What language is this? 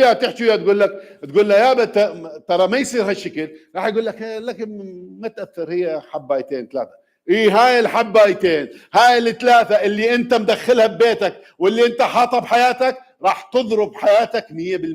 Mesopotamian Arabic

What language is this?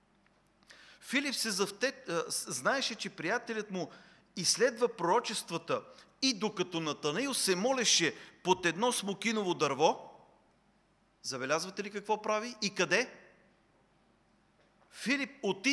Bulgarian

